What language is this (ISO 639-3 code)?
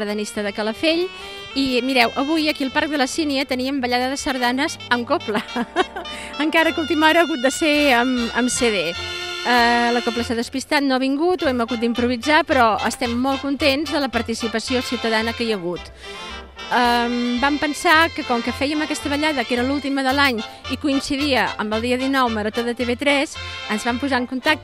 cat